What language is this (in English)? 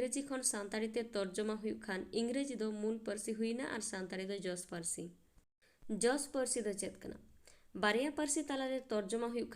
Santali